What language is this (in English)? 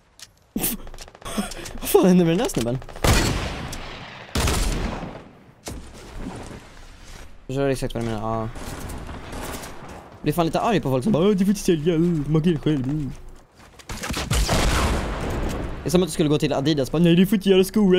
Swedish